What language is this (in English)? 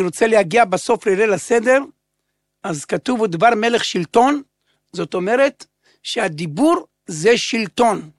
Hebrew